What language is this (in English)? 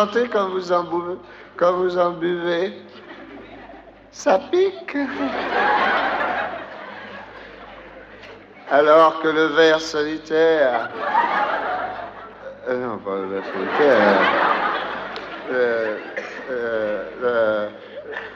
French